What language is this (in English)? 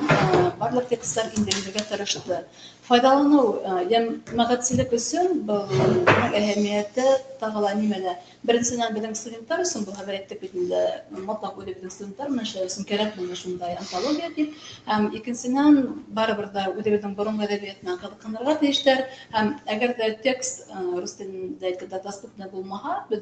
Bashkir